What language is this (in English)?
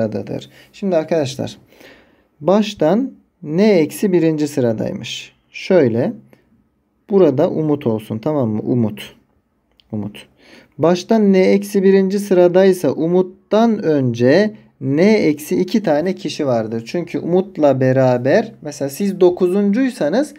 Turkish